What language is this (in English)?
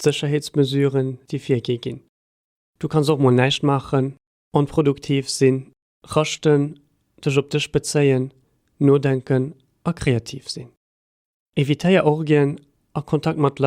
Luxembourgish